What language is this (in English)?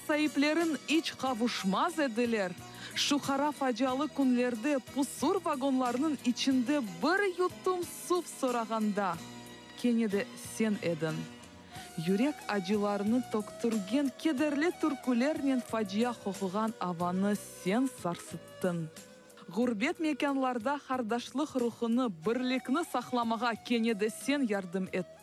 Crimean Tatar